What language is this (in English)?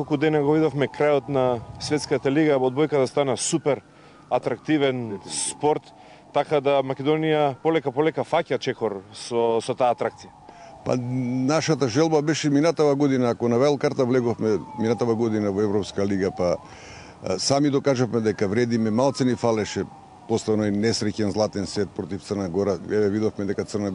Macedonian